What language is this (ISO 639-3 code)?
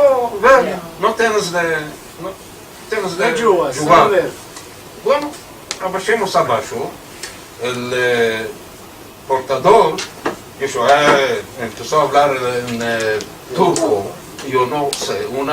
lad